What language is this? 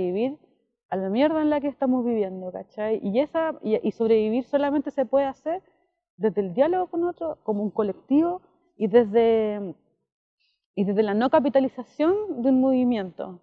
Spanish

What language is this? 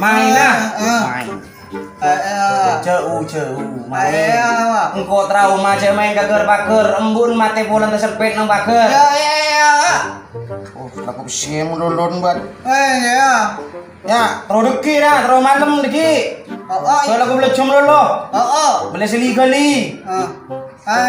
Madurese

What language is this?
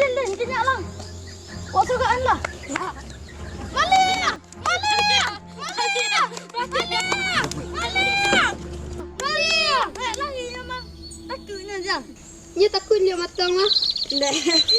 Minangkabau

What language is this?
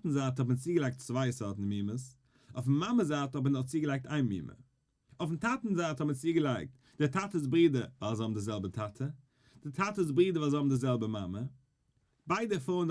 Yiddish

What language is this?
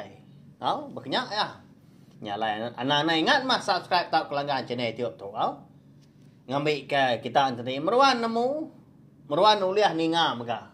Iban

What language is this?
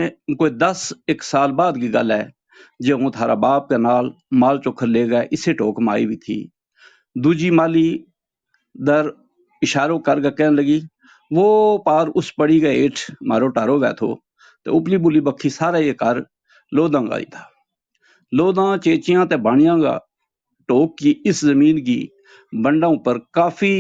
Gujari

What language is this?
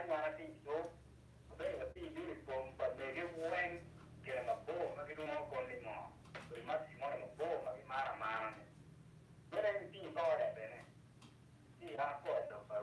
Acoli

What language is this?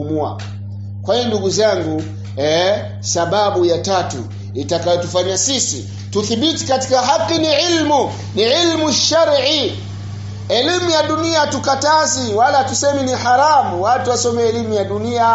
Swahili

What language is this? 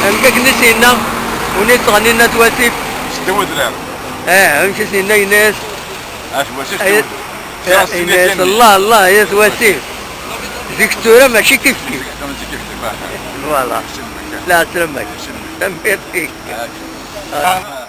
Kabyle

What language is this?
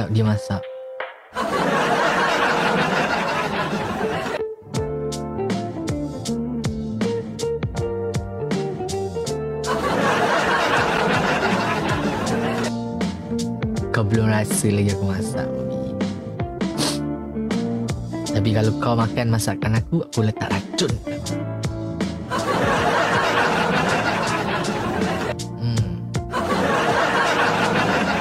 Malay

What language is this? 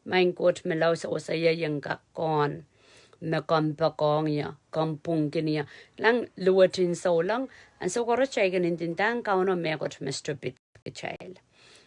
Pohnpeian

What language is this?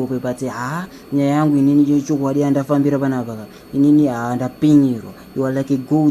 Shona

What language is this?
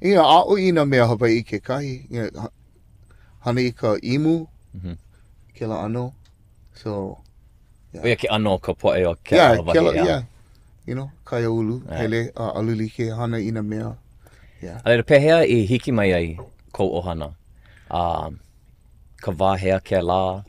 Hawaiian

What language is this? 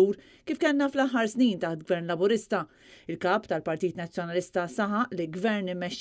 Maltese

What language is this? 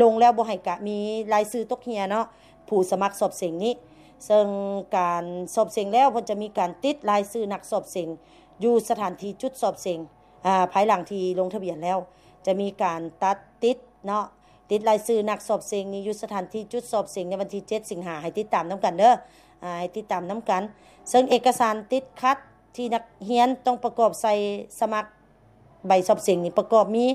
Lao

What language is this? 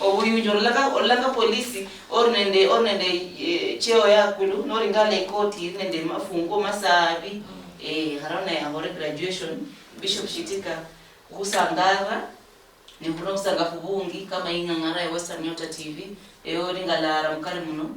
Luyia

